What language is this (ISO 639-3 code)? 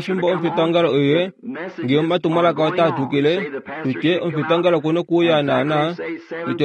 kua